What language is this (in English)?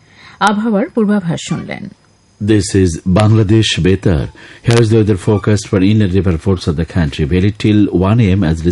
Bangla